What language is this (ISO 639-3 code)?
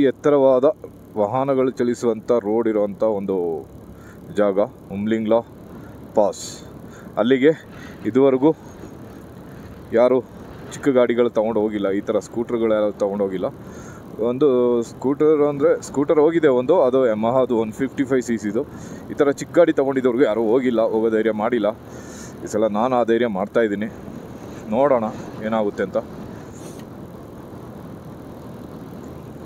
kan